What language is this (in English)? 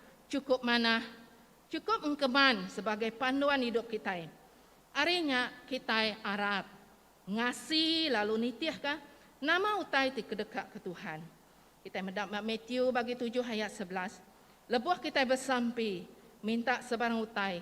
Iban